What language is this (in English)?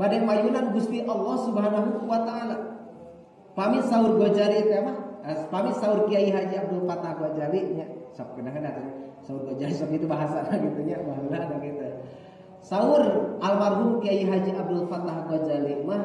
Sundanese